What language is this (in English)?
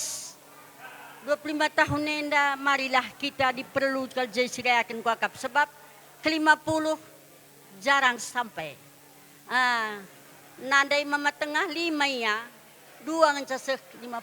Batak Karo